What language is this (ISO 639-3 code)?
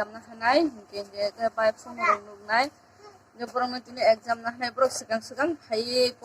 trp